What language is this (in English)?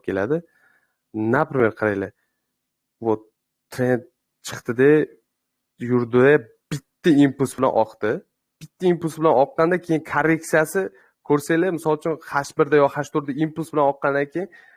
Uzbek